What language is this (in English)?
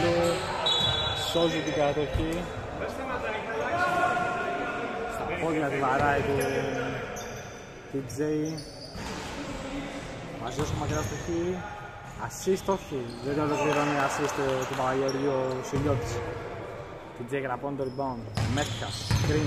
Greek